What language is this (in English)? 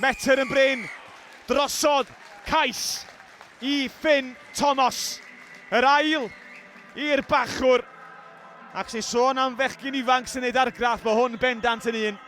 Welsh